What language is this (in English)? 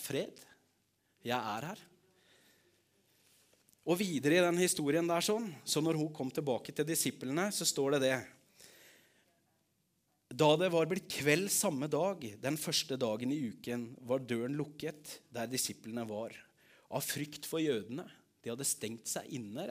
Norwegian